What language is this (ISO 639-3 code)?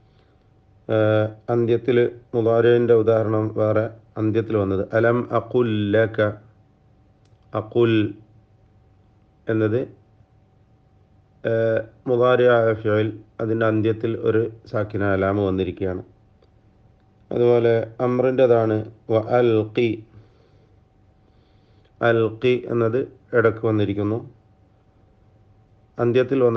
mal